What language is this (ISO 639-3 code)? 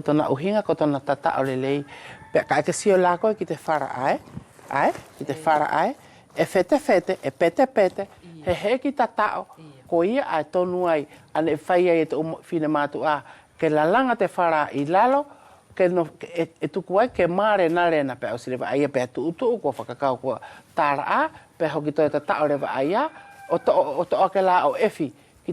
wls